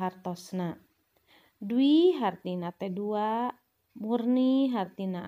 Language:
Sundanese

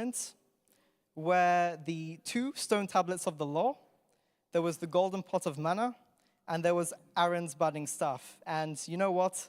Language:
English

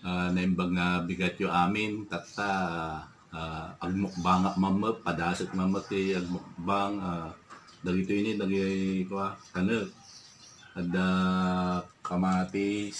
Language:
Iloko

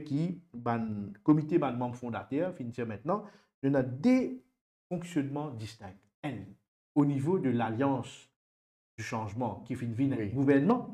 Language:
Morisyen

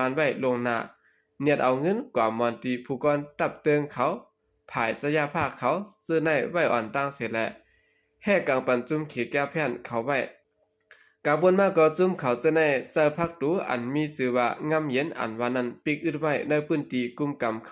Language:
Shan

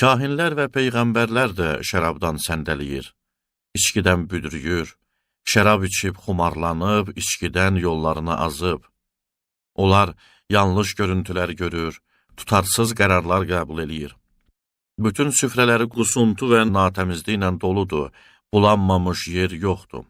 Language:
Azerbaijani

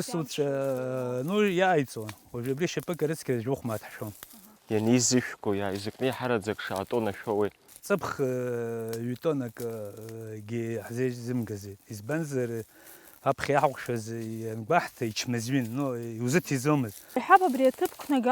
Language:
Abkhazian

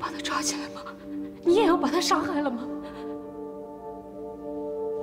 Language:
Chinese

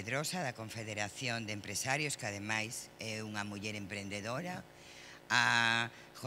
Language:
Galician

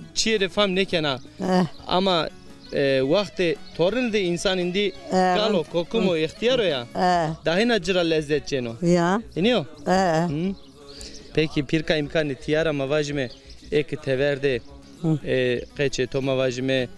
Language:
Zaza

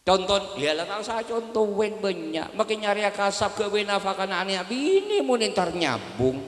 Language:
Madurese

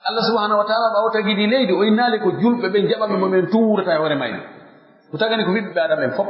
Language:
Pular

